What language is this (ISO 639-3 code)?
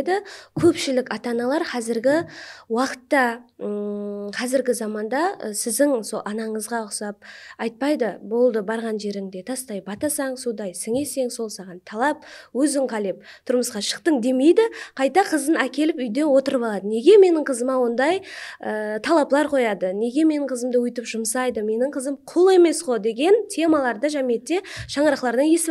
kaa